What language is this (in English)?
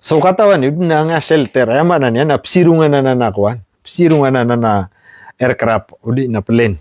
Maranao